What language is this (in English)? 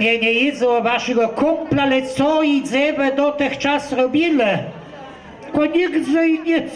Kashubian